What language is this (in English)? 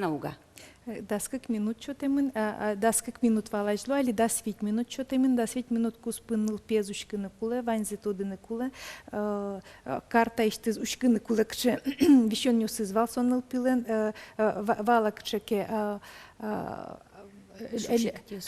Udmurt